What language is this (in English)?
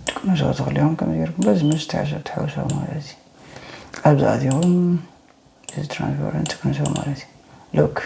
Tigrinya